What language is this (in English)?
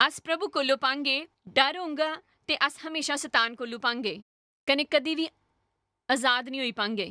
Dogri